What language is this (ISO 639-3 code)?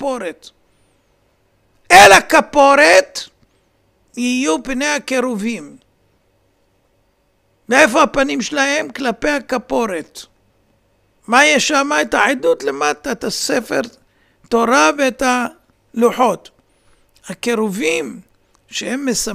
heb